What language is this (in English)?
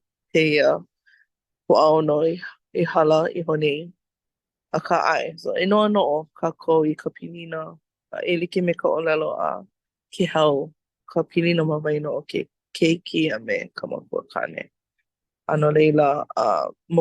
Hawaiian